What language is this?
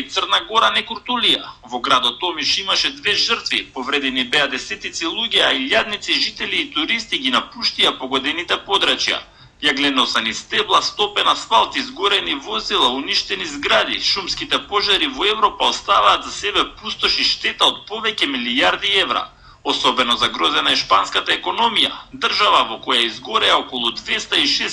Macedonian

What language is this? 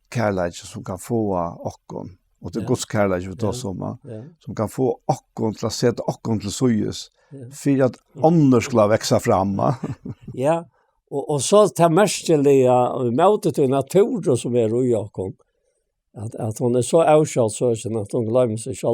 Faroese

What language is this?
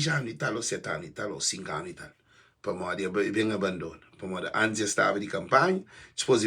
Kabuverdianu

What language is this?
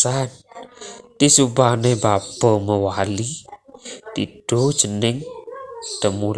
Balinese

